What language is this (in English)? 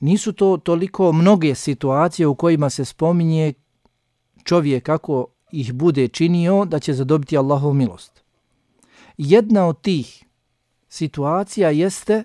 Bosnian